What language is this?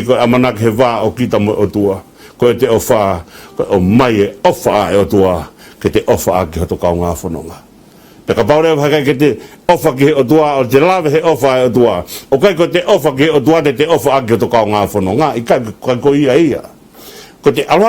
Tongan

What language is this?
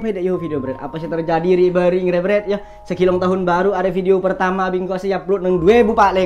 Madurese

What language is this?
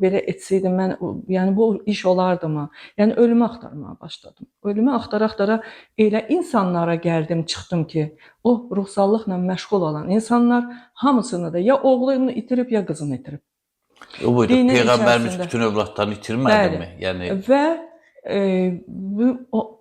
Azerbaijani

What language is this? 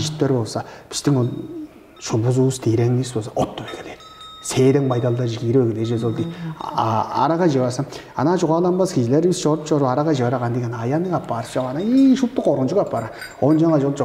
Tuvinian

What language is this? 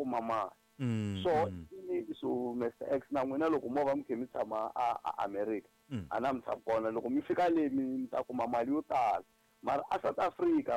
Tsonga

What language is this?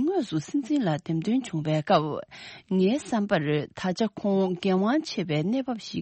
Tibetan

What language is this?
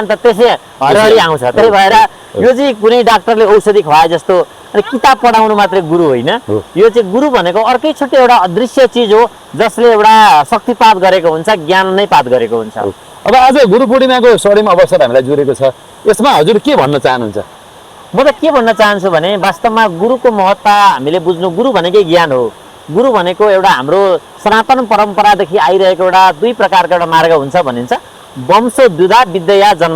Nepali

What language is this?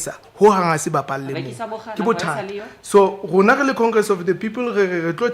Southern Sotho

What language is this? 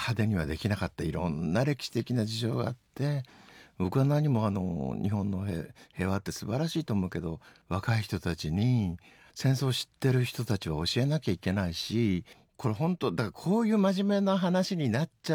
Japanese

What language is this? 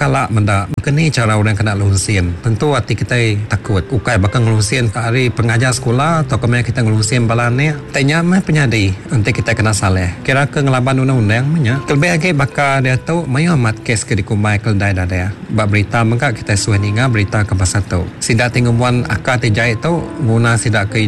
Iban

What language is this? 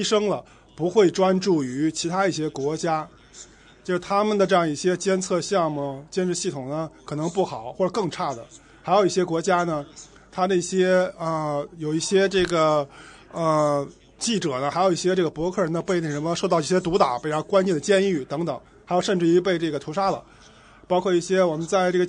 Chinese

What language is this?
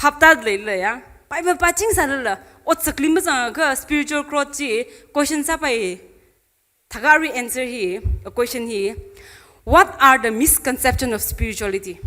Tangkhul Naga (India)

